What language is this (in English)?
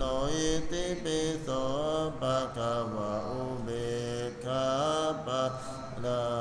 Pali